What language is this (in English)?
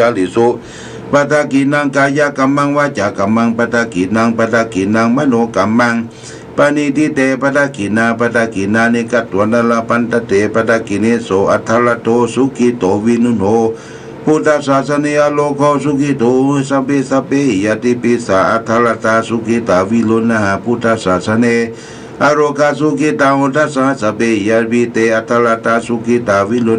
Pali